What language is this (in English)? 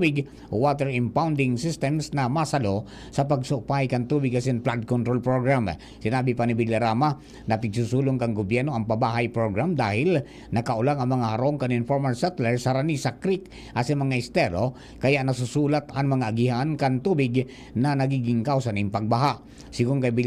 Bikol